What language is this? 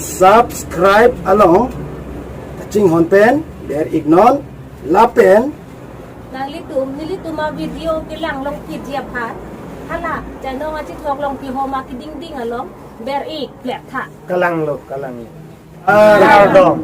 Karbi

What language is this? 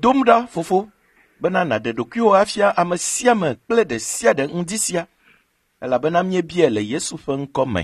Ewe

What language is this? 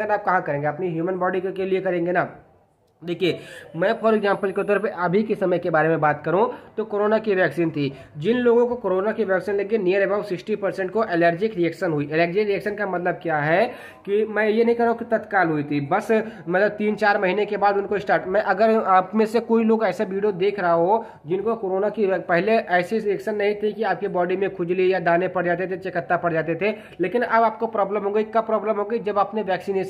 Hindi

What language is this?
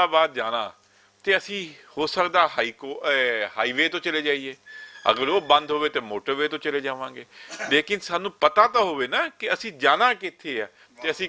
Western Panjabi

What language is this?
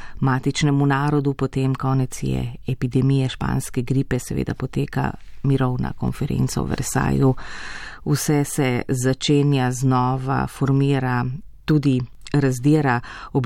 Slovenian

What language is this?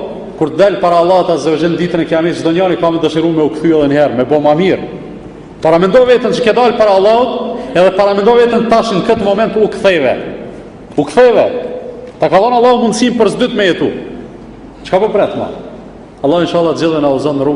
Albanian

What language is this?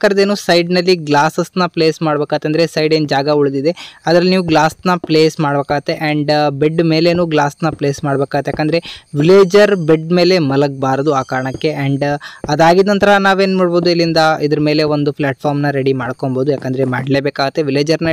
Kannada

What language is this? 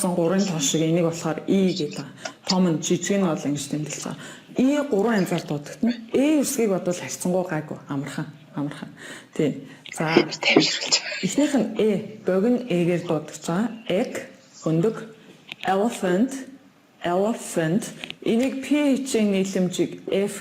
Mongolian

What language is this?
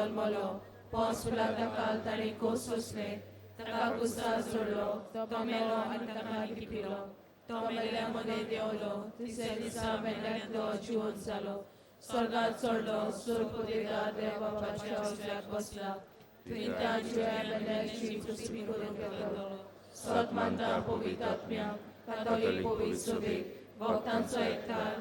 Konkani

